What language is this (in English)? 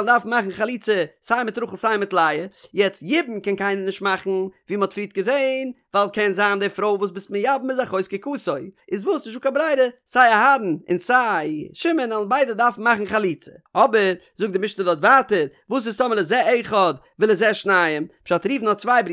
Yiddish